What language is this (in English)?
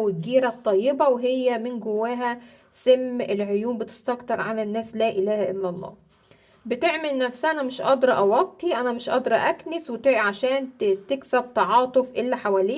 Egyptian Arabic